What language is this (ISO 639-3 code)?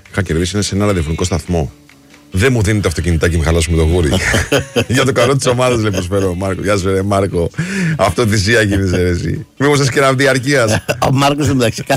ell